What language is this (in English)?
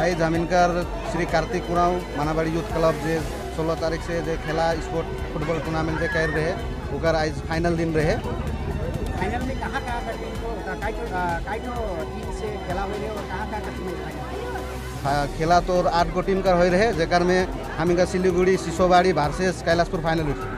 Sadri